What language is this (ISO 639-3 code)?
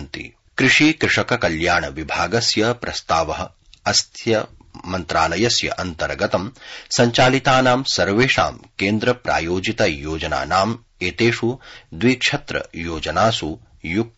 san